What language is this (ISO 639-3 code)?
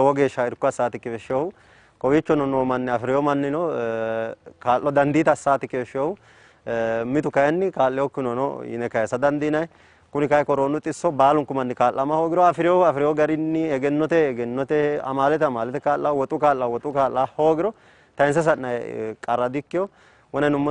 sid